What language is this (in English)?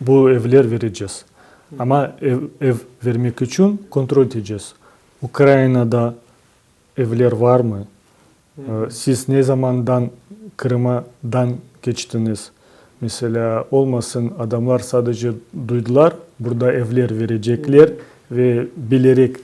Crimean Tatar